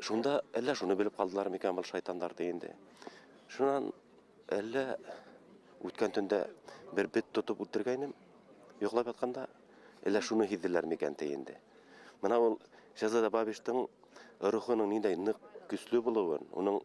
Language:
Bashkir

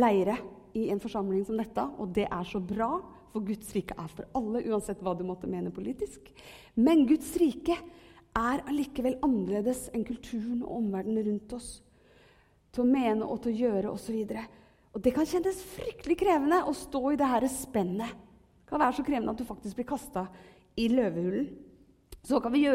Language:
Norwegian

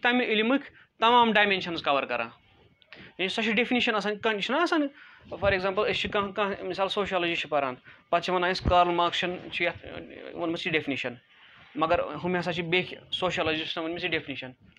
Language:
Kashmiri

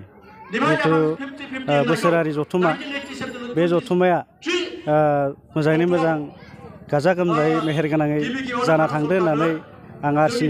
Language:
Bodo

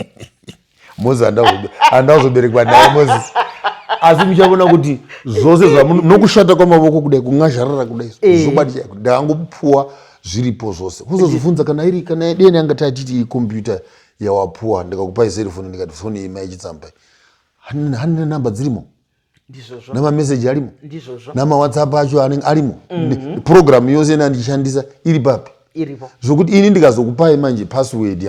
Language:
Shona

